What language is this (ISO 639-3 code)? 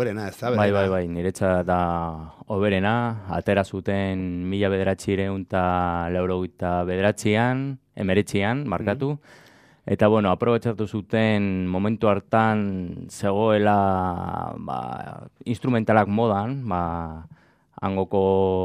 eus